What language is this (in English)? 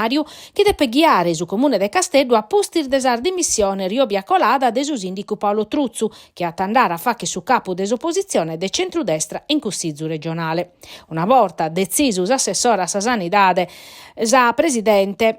Sardinian